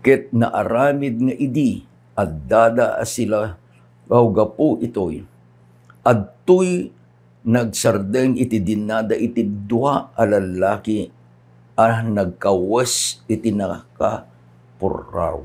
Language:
Iloko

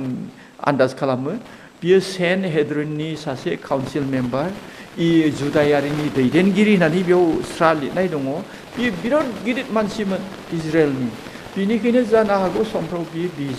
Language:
Bodo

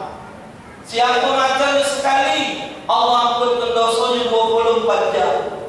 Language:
Musi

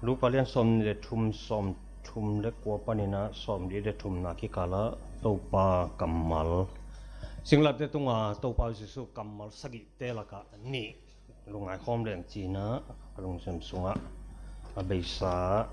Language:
Tedim Chin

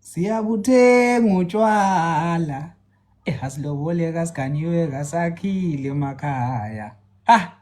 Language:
Zulu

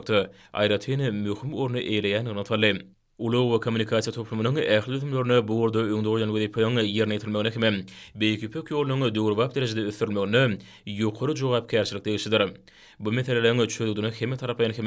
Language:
Turkmen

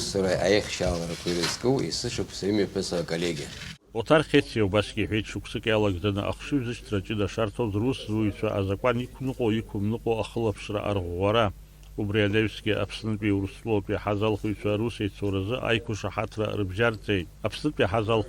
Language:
Abkhazian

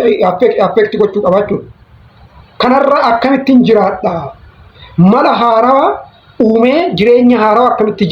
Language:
Oromo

